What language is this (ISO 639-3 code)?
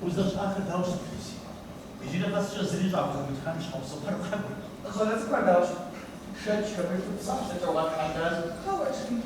kbd